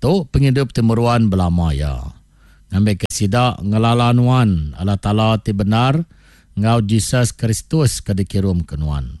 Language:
Iban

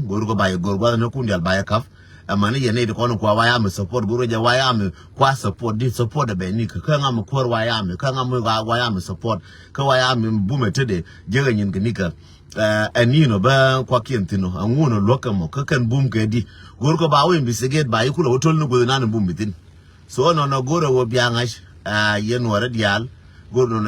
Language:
Nuer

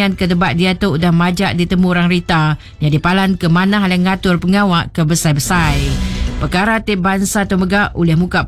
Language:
Iban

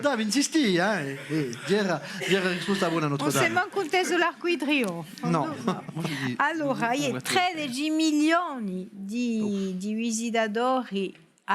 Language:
Corsican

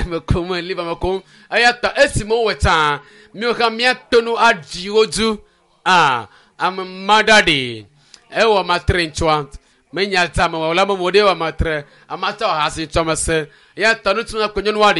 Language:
Ewe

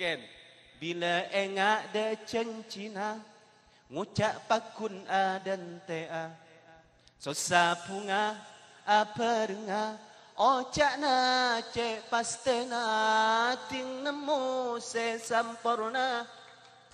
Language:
Madurese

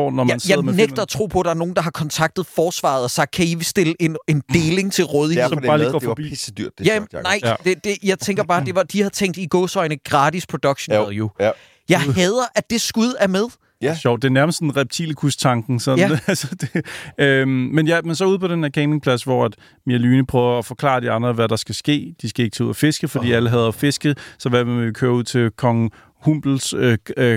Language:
Danish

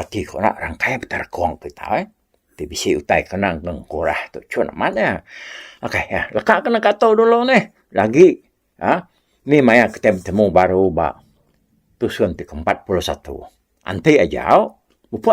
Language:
Iban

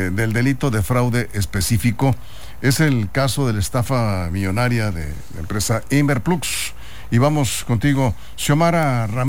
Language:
Spanish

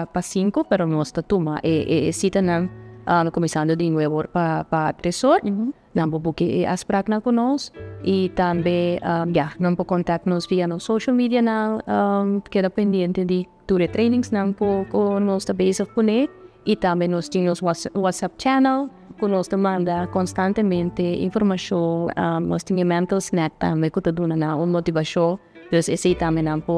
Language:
Papiamento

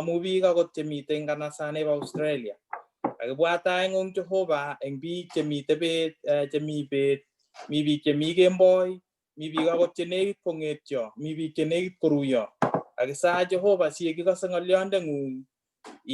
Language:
Kalenjin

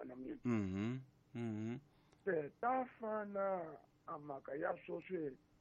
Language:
Tsonga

